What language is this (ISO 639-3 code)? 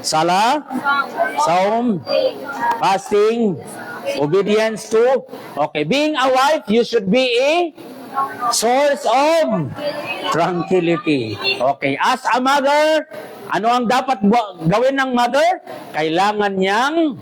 mrw